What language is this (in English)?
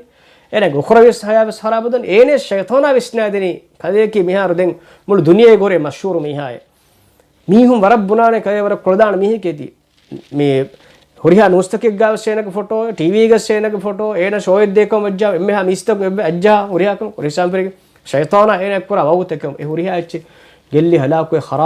Divehi